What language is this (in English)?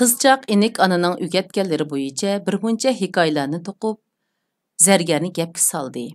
Uyghur